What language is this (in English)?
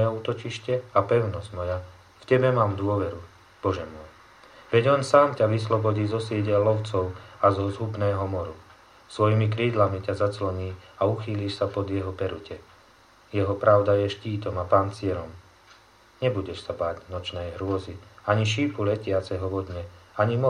Slovak